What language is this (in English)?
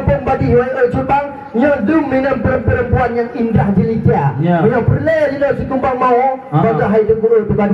Achinese